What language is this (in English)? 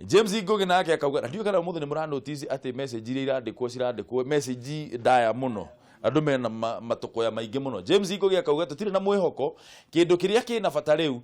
Kikuyu